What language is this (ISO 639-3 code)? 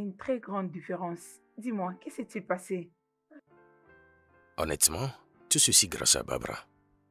fra